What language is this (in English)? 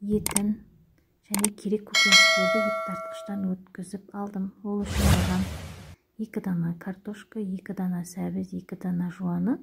Kazakh